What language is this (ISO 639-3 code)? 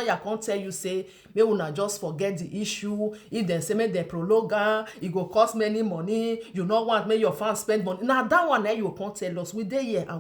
pcm